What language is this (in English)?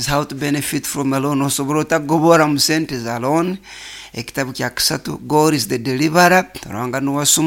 Nyoro